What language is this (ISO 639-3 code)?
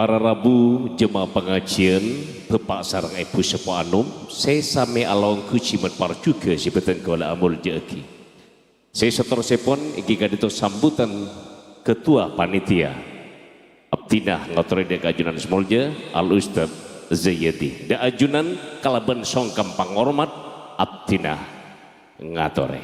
mad